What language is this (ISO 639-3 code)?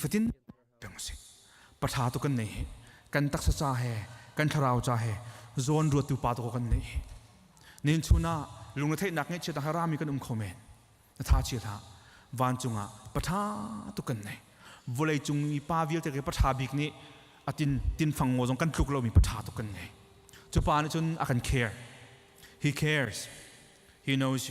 cnh